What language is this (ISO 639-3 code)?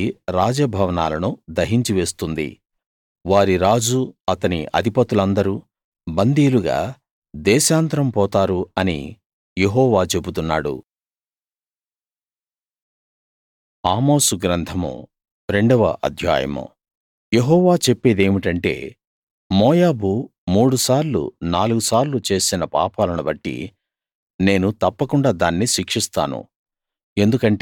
tel